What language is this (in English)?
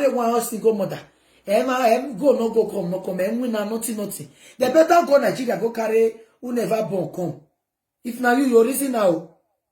Nigerian Pidgin